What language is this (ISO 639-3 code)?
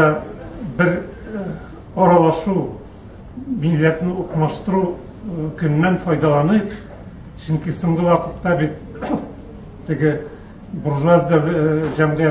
tat